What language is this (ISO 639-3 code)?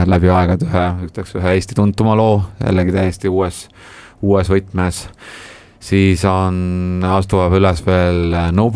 est